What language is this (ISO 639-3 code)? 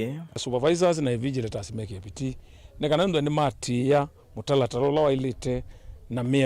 kam